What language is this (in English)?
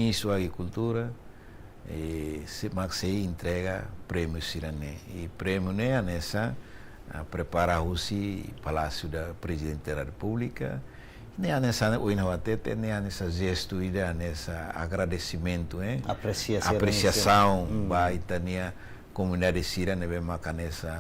Tetum